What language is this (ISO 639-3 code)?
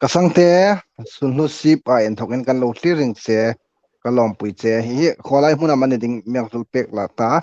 hmr